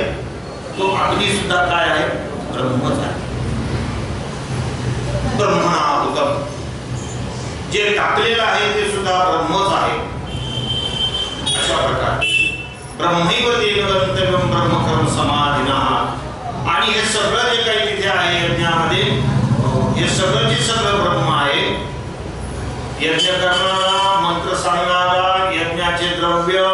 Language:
Marathi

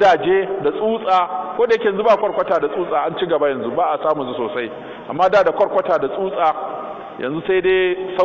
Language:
Hausa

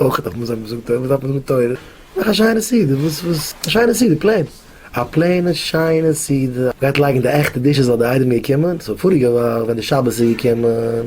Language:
Yiddish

